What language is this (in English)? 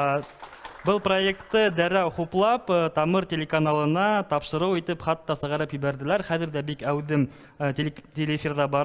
Bashkir